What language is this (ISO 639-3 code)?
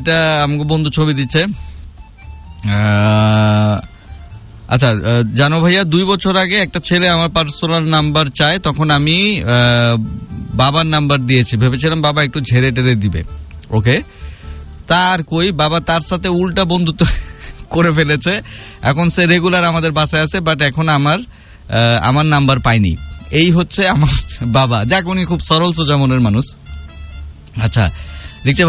ben